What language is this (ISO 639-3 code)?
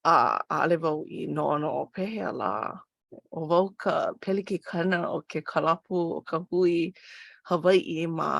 haw